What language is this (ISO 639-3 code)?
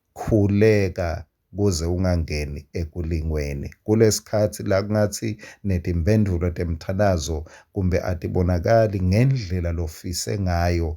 ssw